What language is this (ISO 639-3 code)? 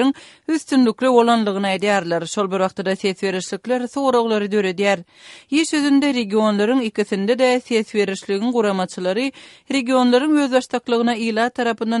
kir